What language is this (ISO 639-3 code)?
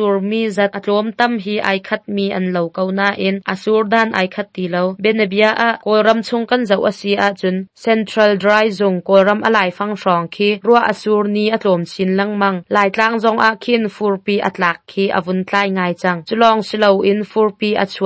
cnh